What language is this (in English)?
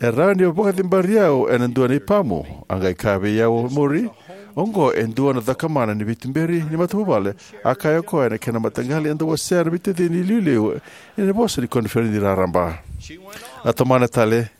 Fijian